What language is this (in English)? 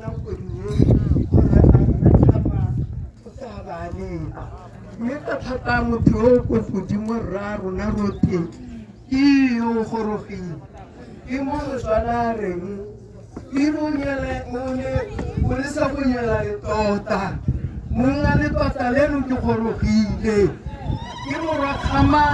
Tswana